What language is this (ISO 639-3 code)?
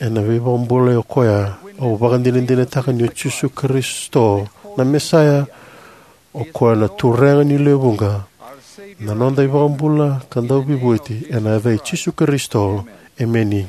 fij